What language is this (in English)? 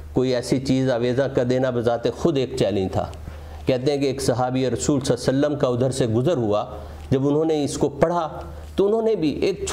Urdu